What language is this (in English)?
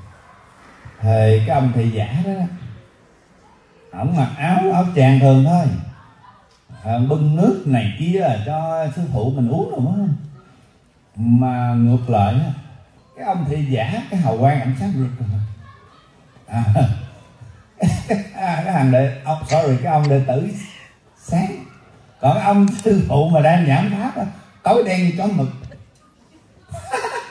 Vietnamese